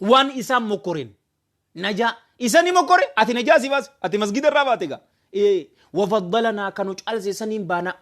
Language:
Oromo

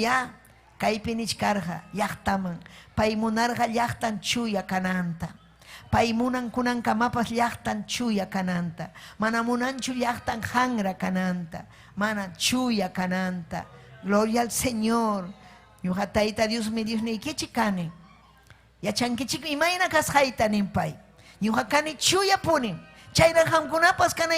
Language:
Ayacucho Quechua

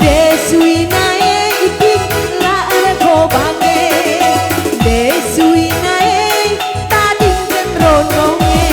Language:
Batak Karo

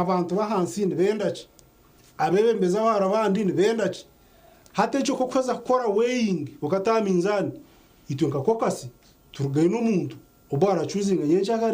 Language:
Nyankole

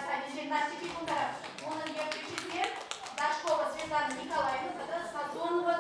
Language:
Chuvash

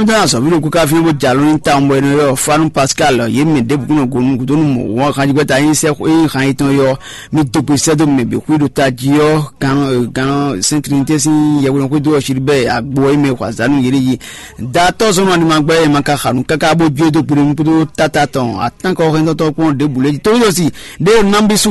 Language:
Fon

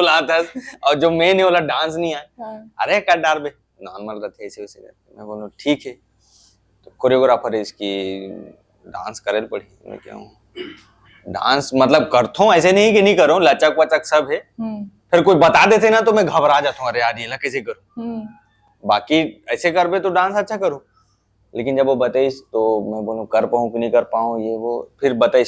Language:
Chhattisgarhi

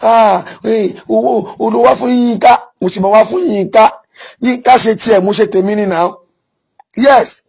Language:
Yoruba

